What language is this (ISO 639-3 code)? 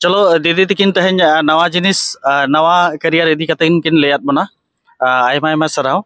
sat